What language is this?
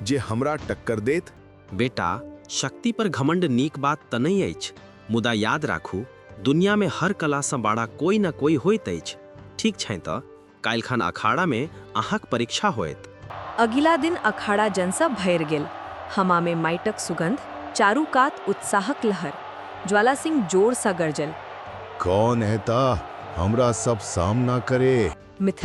Maithili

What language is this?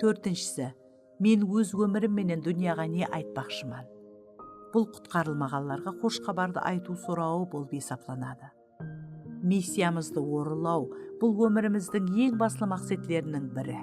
Kara-Kalpak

